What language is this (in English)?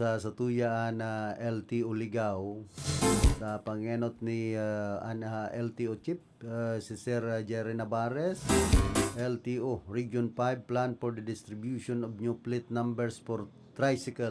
Bikol